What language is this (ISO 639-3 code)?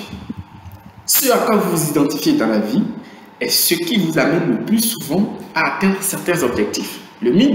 fra